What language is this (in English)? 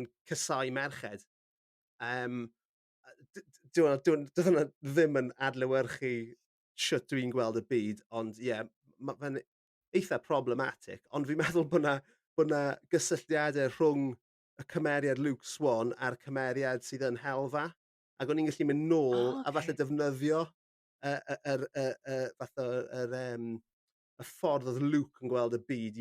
Welsh